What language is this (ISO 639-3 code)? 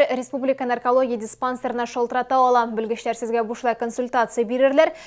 tat